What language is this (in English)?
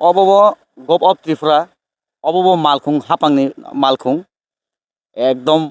Kok Borok